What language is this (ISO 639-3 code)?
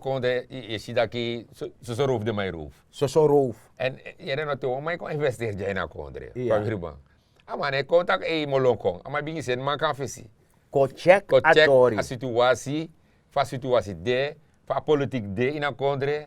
srn